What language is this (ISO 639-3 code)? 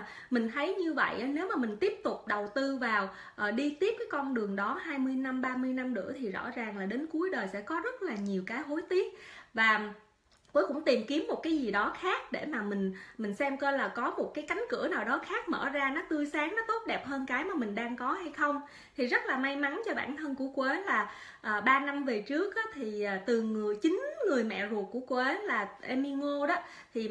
vie